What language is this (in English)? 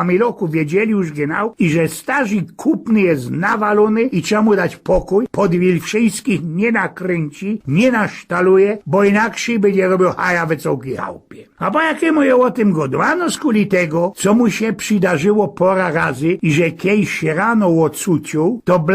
Silesian